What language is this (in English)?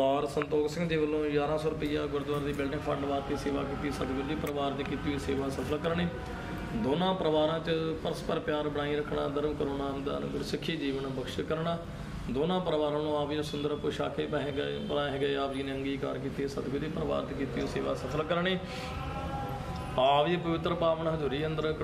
Punjabi